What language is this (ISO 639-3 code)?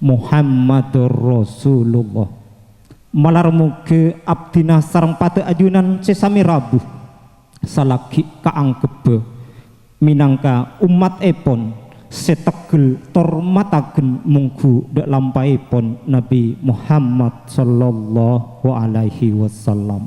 mad